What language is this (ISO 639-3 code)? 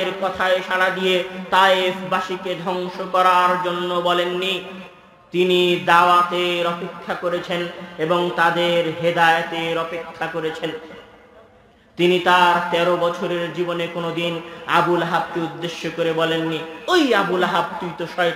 ben